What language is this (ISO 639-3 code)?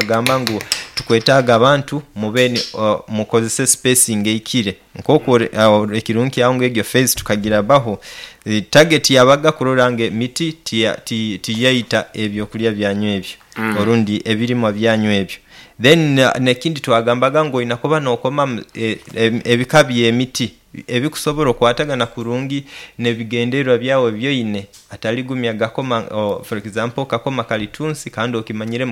nyo